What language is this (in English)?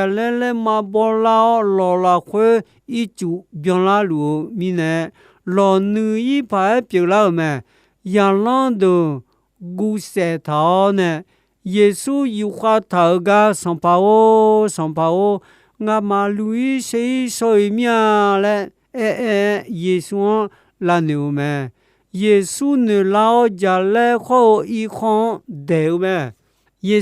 Akha